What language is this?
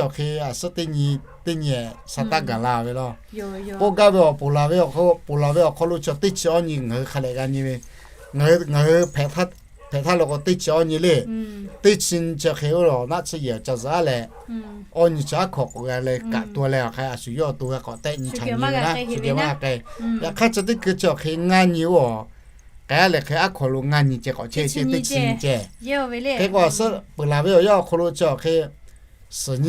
Lahu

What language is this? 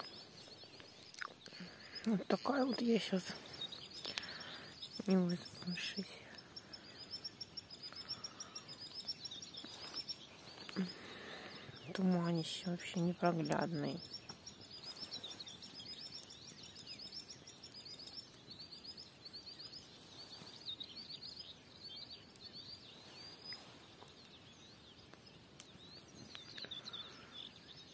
Russian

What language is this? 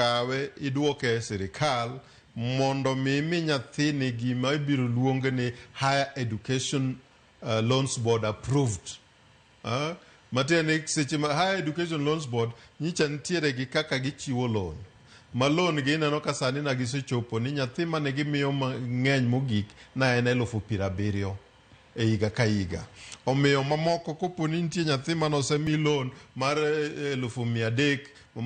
Luo (Kenya and Tanzania)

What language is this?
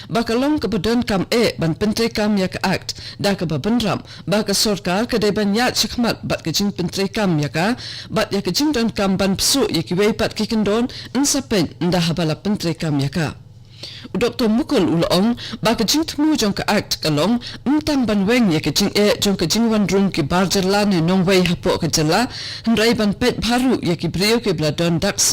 Khasi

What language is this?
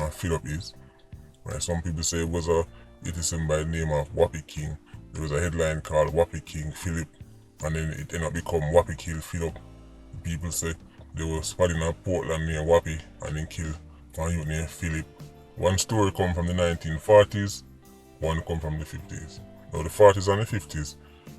Jamaican Creole English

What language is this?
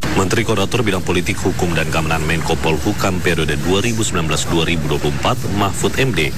Indonesian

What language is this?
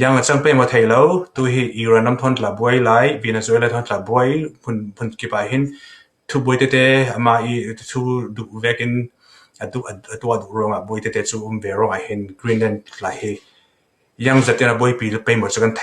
Falam Chin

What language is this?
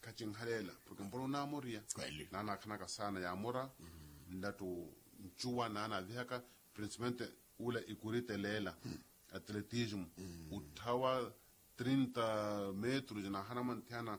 Makhuwa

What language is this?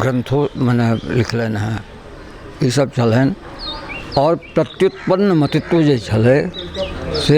Maithili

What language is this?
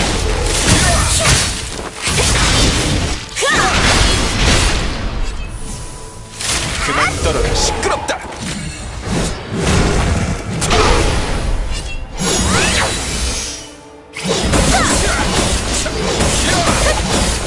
Korean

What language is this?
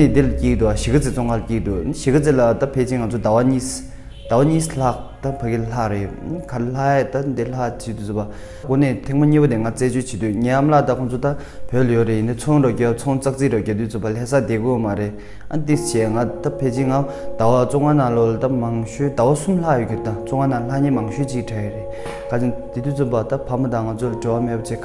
Tibetan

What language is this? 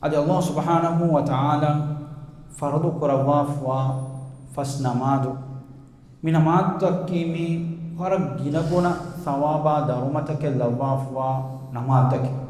Divehi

